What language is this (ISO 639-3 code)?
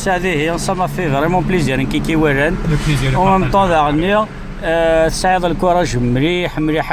kab